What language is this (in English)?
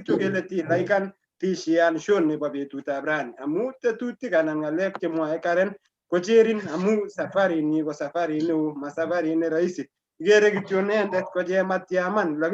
Kalenjin